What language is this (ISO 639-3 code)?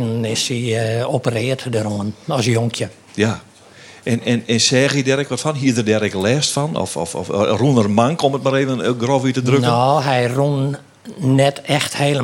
fry